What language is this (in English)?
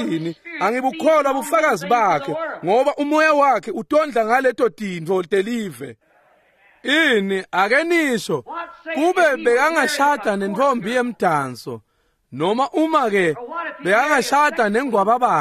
Swati